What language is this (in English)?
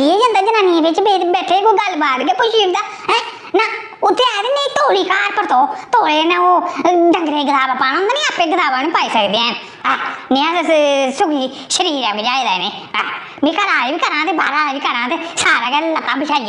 Dogri